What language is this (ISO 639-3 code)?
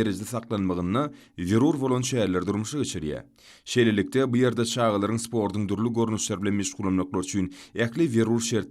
tuk